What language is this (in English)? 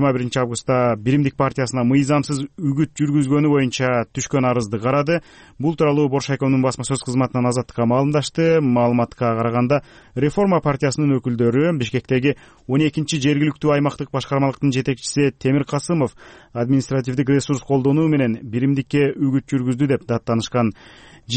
Kyrgyz